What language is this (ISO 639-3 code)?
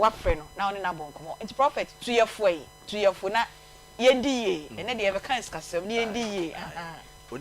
aka